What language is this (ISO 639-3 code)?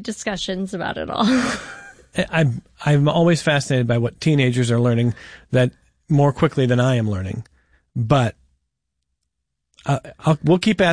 eng